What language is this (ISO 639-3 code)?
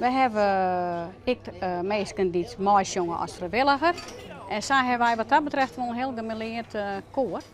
fry